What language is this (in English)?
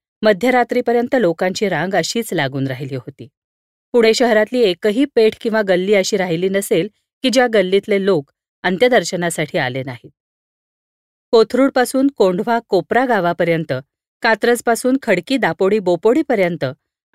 Marathi